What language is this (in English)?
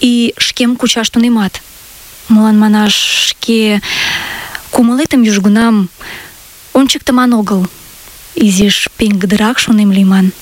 Mari